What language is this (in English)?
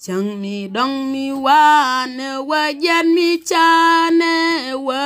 Nuer